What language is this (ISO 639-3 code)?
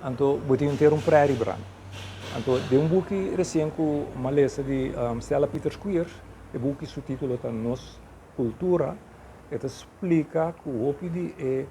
pap